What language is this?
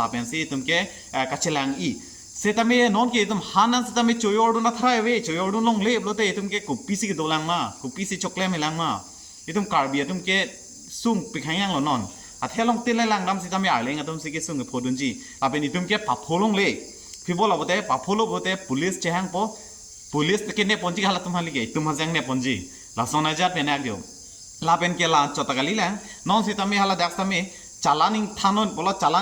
Karbi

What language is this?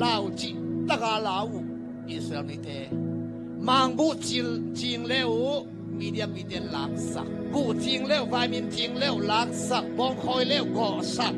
Tedim Chin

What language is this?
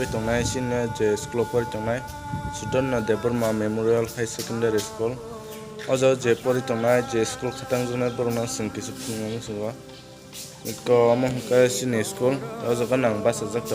Kok Borok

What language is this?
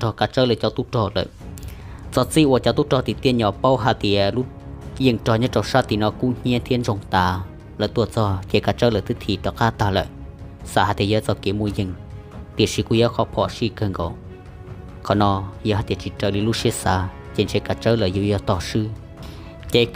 Hmong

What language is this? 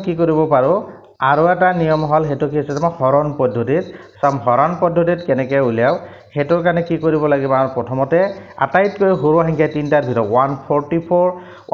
Assamese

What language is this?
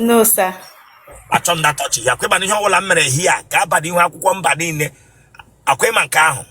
Igbo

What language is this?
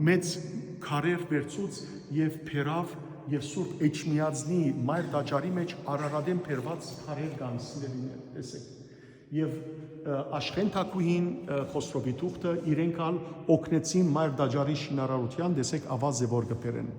Western Armenian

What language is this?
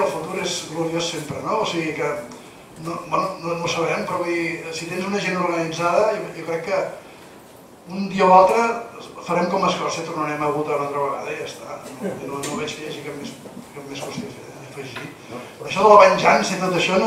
Catalan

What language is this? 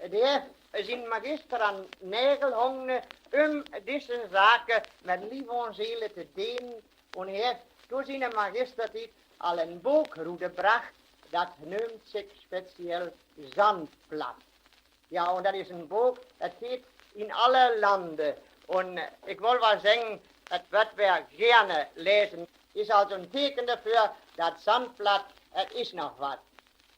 Westphalien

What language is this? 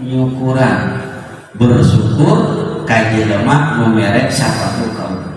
Sundanese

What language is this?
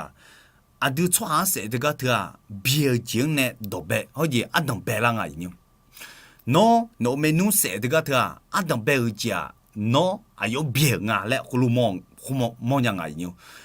Akha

